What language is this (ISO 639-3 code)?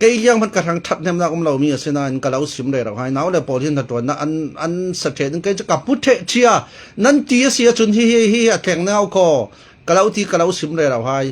cfm